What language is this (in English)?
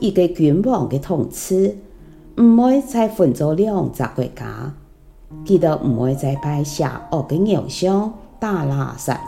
Hakka Chinese